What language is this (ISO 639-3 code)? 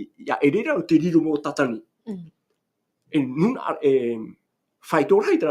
tah